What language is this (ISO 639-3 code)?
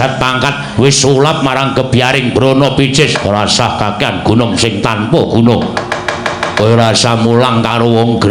jav